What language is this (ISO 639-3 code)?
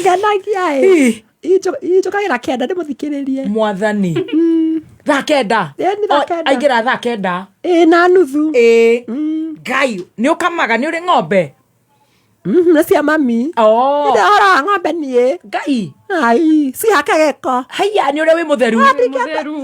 kik